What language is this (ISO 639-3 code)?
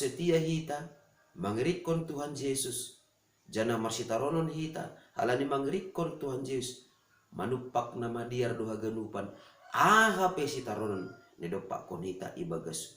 bts